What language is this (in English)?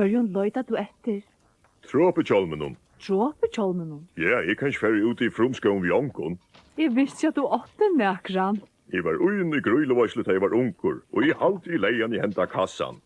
Faroese